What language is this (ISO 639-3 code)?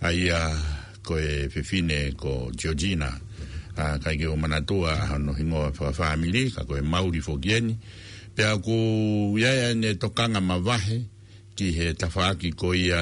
ton